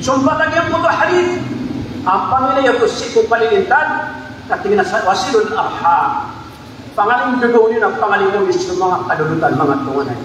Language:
Maranao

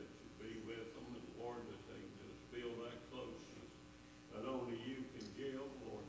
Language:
English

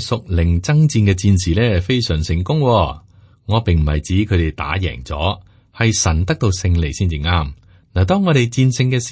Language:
Cantonese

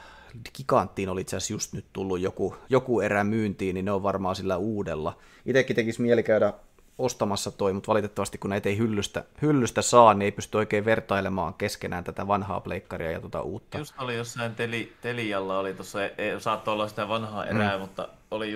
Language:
Finnish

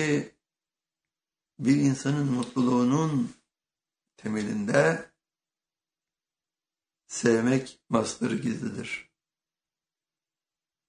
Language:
Turkish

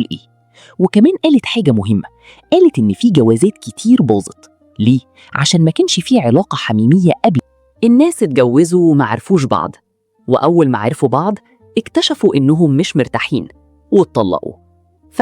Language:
Egyptian Arabic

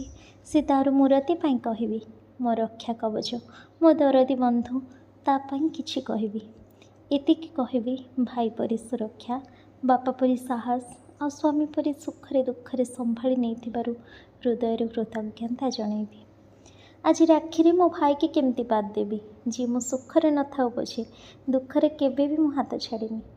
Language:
Odia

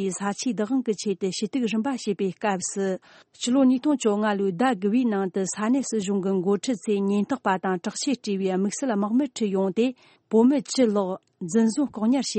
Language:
Tibetan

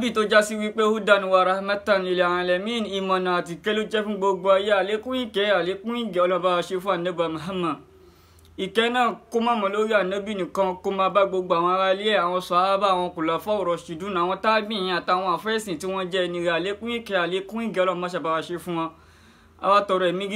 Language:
Yoruba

